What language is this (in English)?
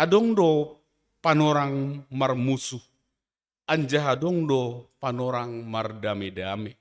Batak Simalungun